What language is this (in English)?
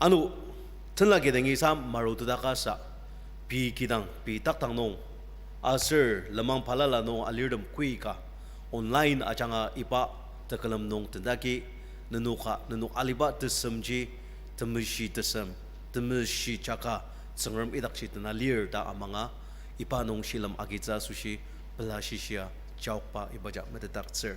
Ao Naga